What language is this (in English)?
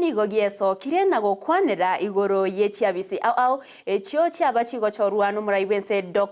Gusii